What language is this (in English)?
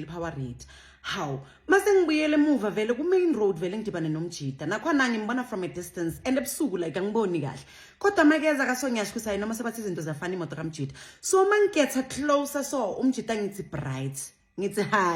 Zulu